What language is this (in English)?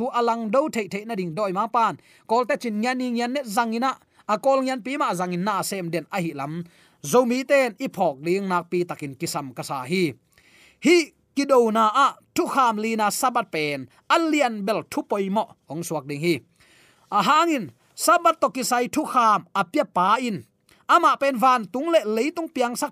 Tedim Chin